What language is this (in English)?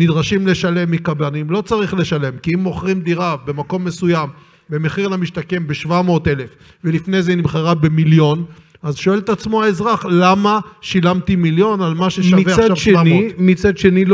Hebrew